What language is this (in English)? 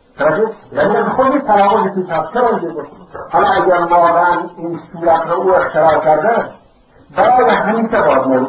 Persian